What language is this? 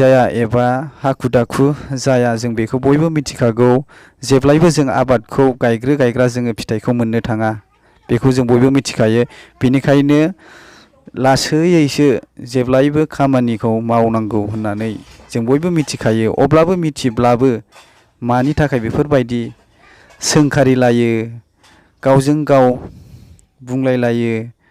Bodo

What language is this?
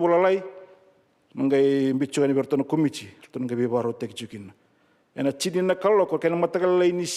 Fijian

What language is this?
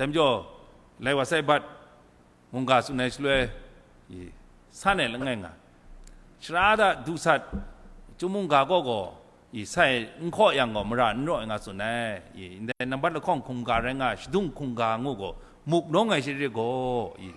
Kachin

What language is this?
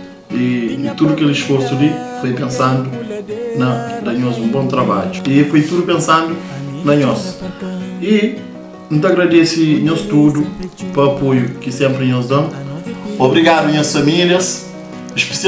Kabuverdianu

